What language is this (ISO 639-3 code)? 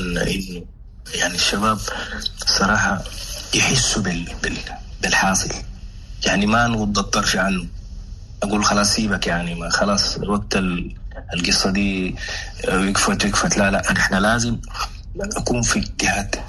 apd